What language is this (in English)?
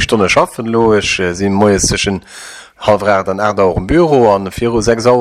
Luxembourgish